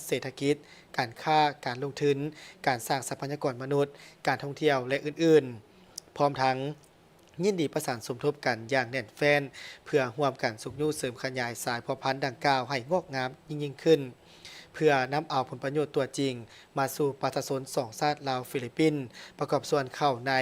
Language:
Lao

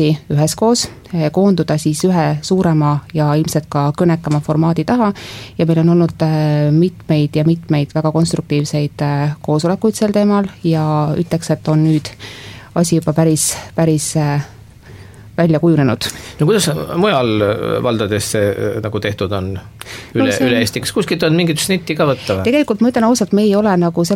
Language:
Estonian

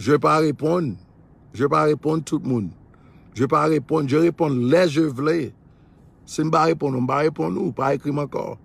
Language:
Haitian Creole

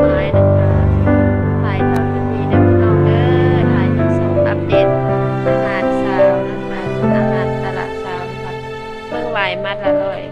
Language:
Northeastern Thai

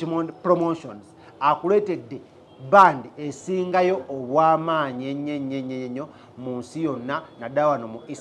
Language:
Ganda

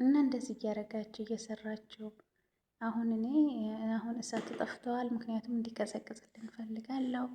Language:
Amharic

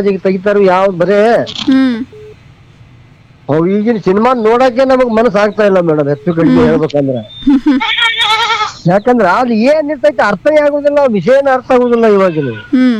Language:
Kannada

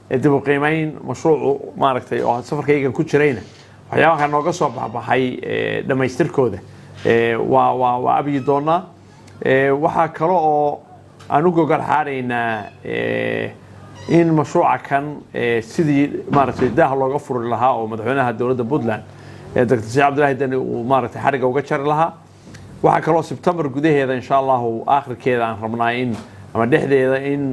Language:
Somali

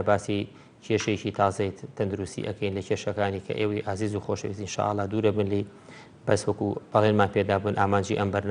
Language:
Central Kurdish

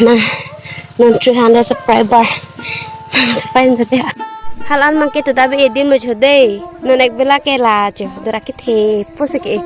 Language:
Karbi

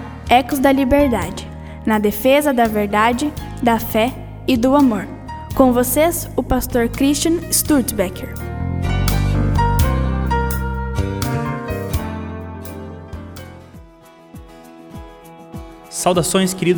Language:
Portuguese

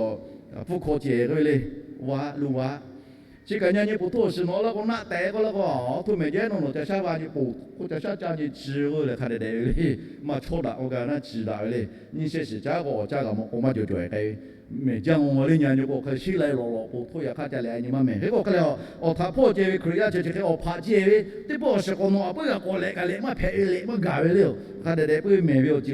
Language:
Lahu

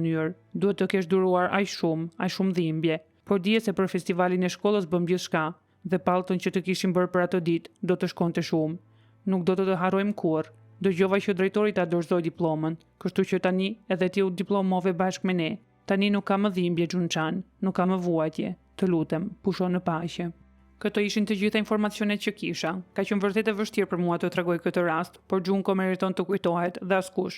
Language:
Albanian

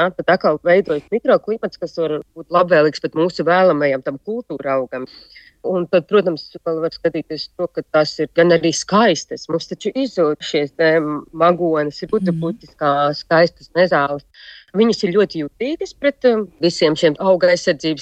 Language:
Latvian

